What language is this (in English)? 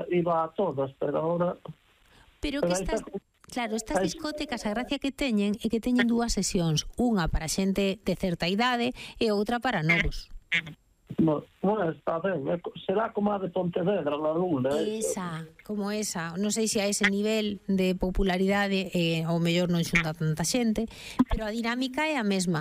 Galician